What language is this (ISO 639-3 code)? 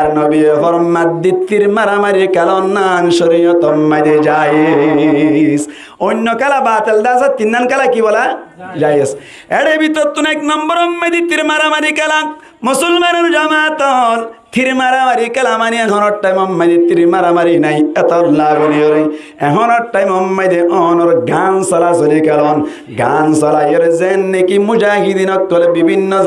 rhg